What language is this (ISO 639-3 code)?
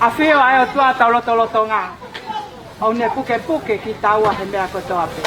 ton